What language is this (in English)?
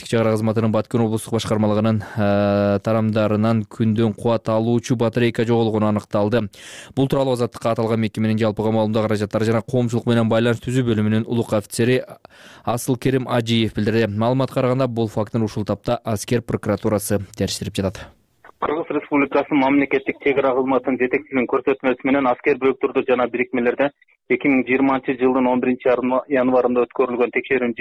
Kyrgyz